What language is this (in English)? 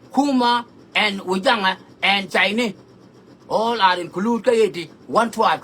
Nuer